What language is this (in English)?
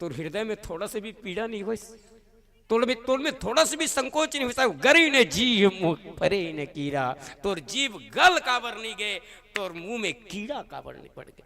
Chhattisgarhi